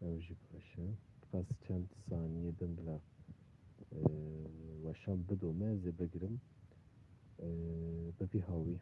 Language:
Kurdish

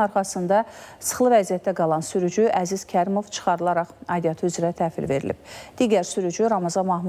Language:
Azerbaijani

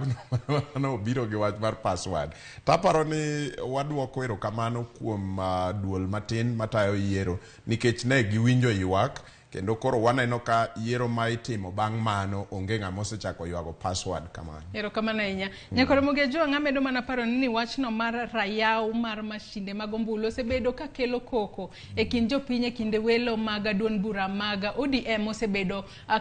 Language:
Luo (Kenya and Tanzania)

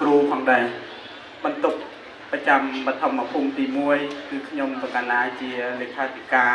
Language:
Khmer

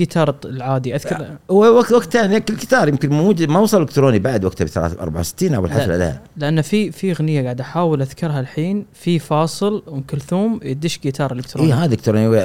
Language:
Gulf Arabic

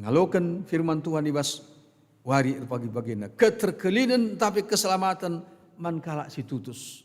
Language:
Batak Karo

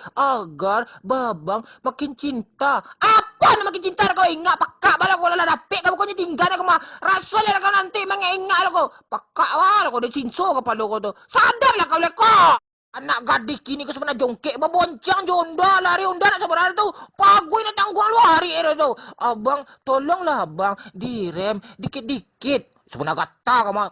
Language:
Minangkabau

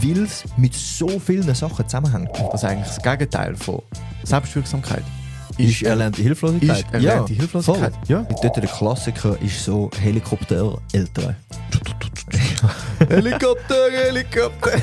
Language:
Swiss German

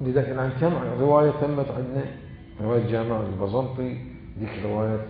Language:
Mesopotamian Arabic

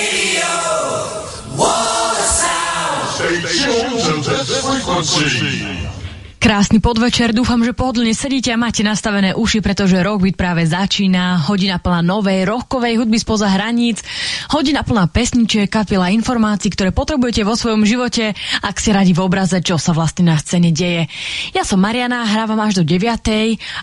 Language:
Slovak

